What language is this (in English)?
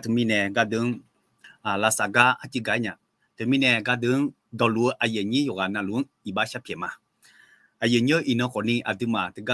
Akha